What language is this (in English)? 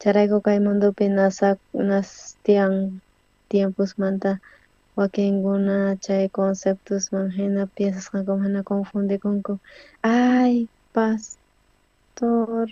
South Bolivian Quechua